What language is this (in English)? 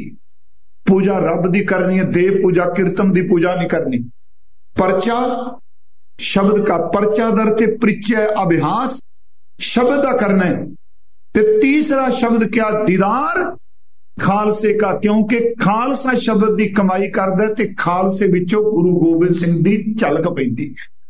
Punjabi